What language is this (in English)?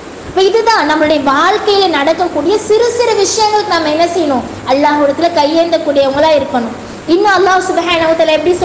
Tamil